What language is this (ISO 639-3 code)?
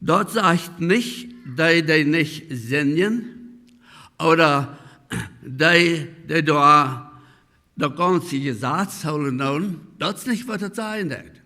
pdt